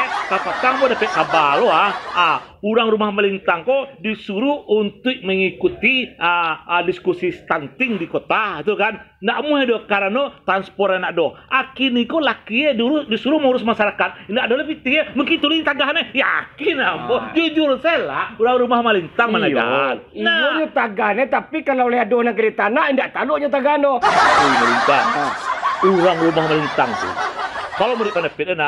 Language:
Minangkabau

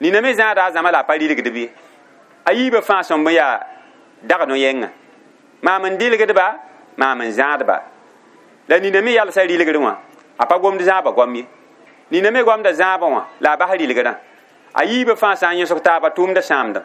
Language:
Mossi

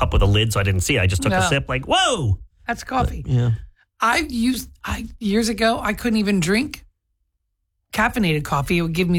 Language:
English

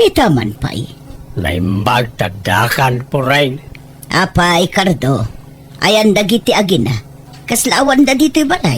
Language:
Iloko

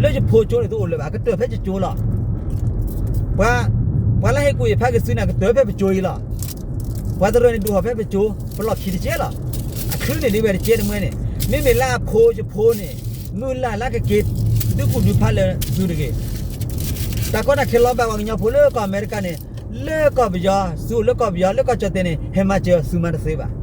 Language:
S'gaw Karen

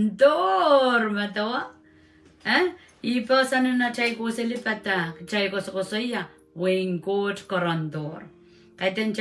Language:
Pohnpeian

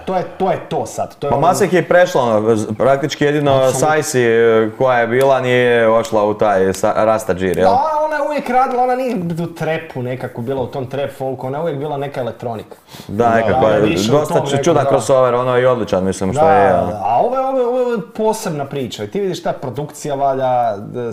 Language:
Croatian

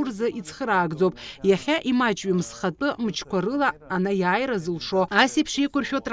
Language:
Abkhazian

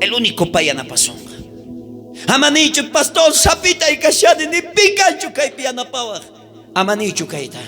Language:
South Bolivian Quechua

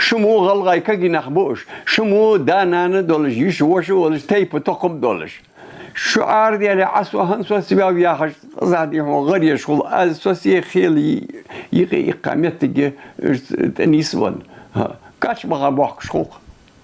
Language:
Ingush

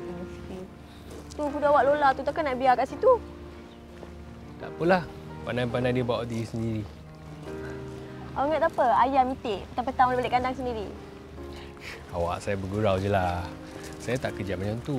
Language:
Malay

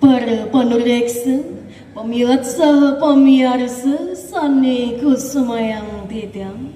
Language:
Balinese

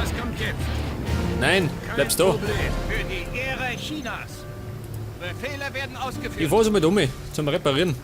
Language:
Bavarian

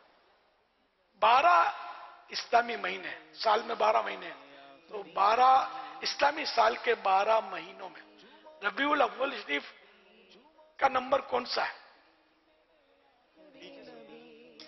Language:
Urdu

